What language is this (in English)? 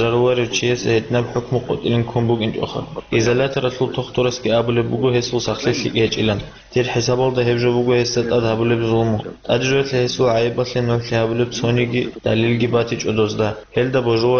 Avaric